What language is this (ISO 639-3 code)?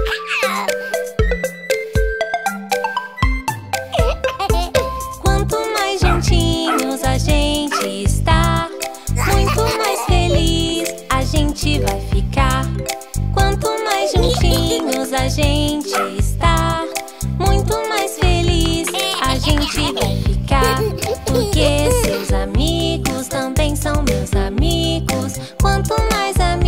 por